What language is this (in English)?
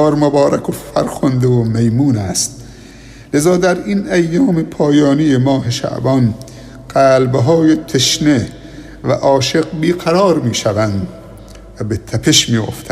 Persian